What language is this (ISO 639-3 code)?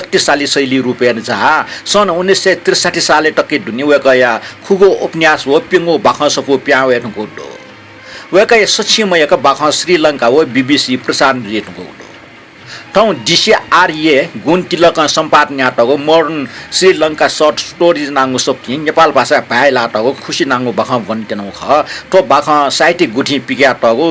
new